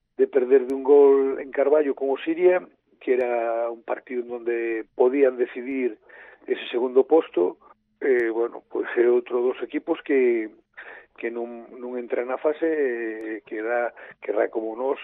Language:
Galician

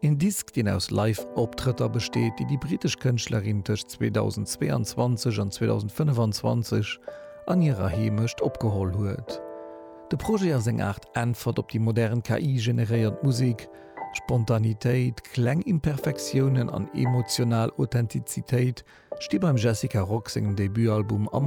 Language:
Luxembourgish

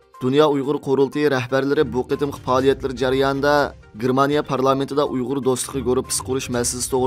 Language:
Uyghur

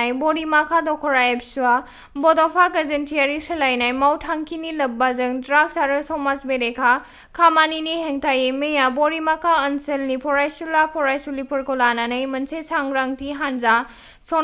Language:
Bodo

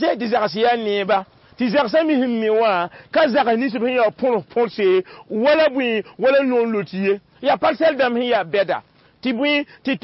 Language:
Mossi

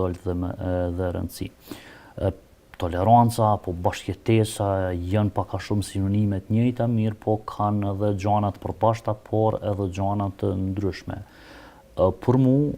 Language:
Albanian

